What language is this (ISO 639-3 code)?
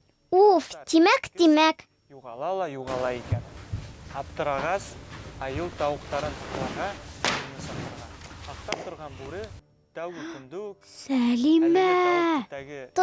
bak